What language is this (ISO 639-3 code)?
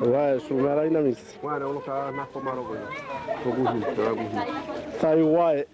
dhv